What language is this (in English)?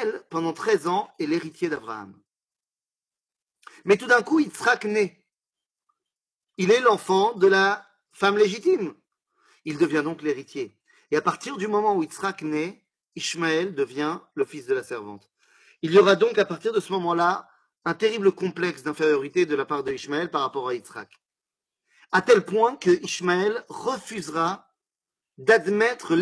French